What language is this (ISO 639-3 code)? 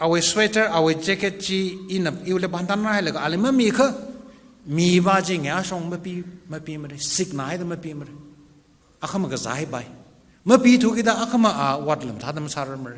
nmf